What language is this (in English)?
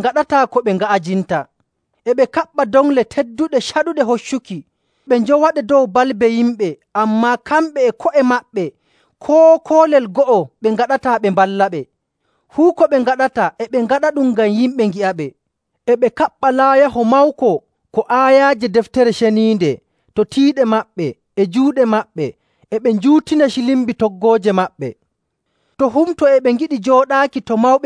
Nigerian Fulfulde